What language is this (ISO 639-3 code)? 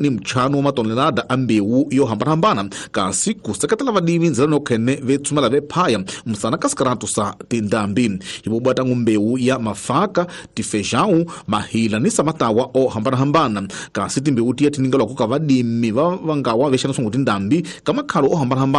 tso